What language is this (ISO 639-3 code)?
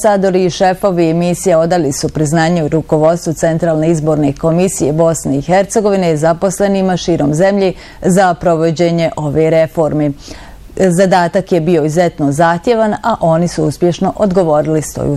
bos